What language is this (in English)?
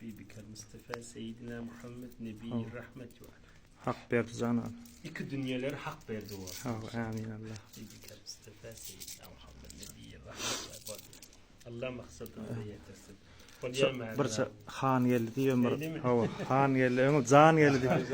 Turkmen